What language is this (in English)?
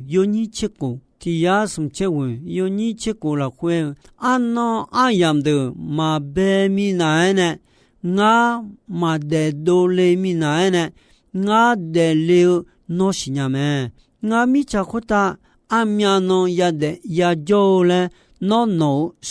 Akha